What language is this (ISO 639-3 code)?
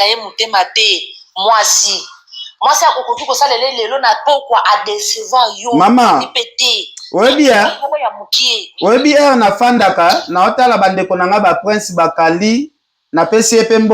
lin